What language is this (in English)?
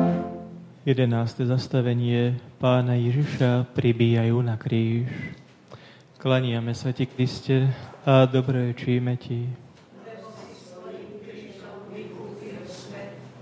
Slovak